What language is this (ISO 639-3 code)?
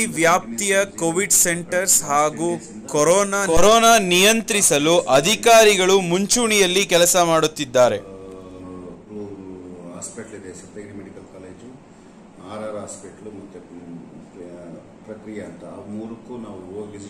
kan